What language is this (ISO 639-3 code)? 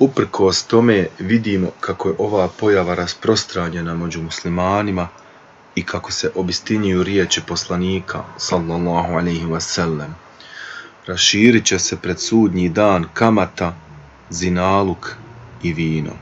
bos